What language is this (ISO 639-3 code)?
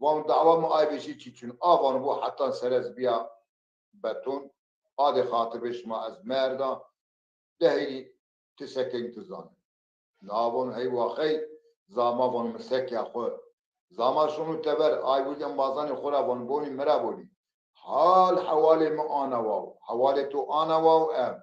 zza